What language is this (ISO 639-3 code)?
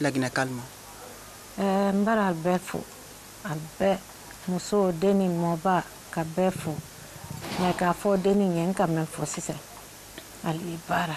bam